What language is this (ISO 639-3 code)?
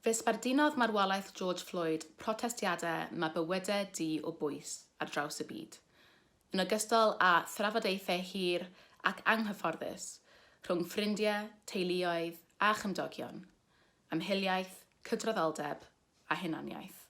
cym